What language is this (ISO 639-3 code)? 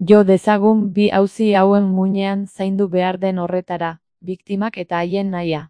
eus